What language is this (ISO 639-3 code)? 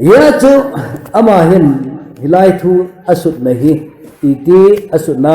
tcz